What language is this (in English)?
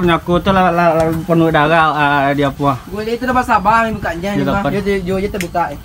Minangkabau